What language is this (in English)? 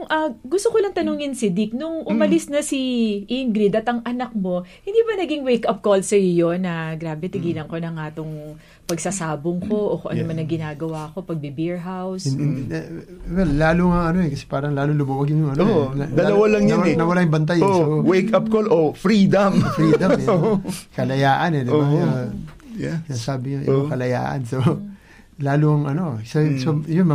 Filipino